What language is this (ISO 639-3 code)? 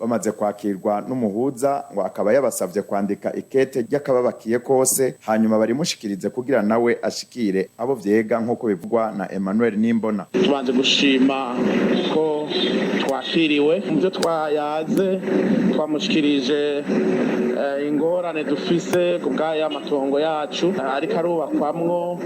run